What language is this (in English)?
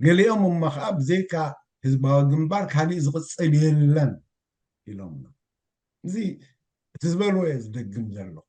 Tigrinya